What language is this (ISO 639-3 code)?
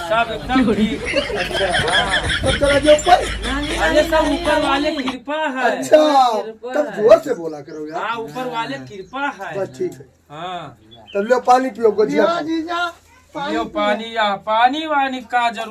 awa